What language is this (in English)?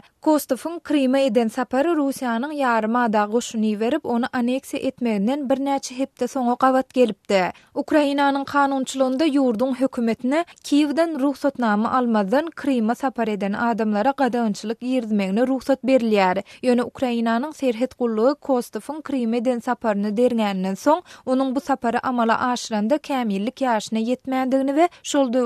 Turkmen